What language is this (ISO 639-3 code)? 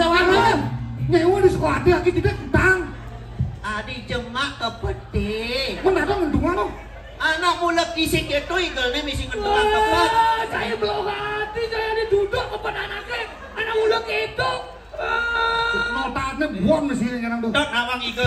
ban